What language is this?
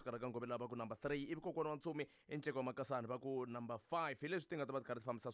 Tsonga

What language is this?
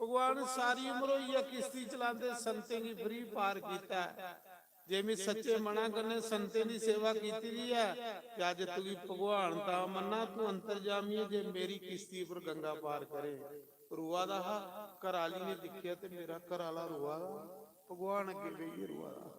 Dogri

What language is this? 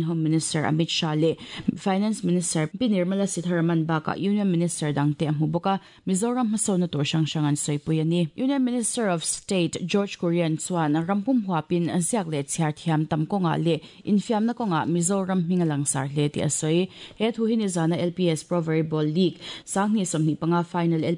Mizo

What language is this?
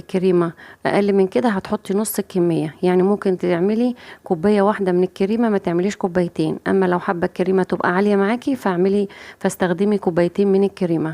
Egyptian Arabic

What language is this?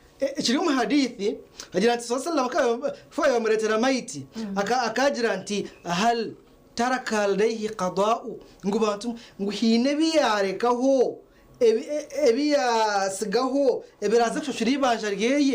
Nyankole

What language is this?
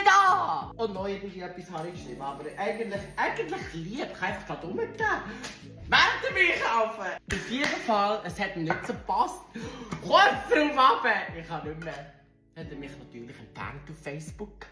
Swiss German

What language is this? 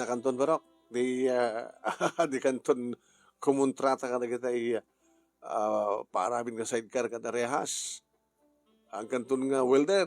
Iloko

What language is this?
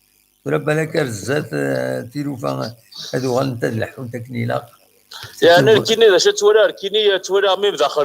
Kabyle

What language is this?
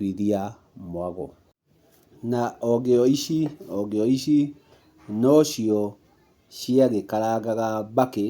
Kikuyu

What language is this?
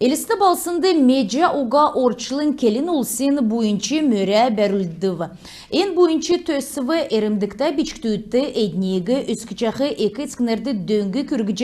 Kalmyk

